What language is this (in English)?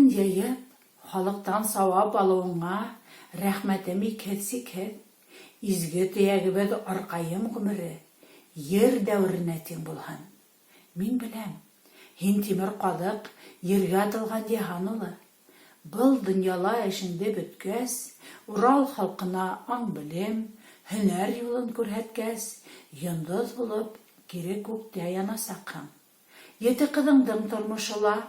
Bashkir